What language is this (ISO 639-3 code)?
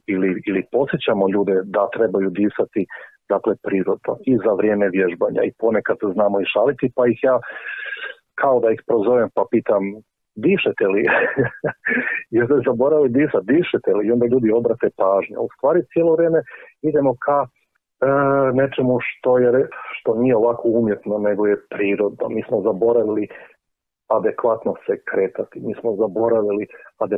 hrv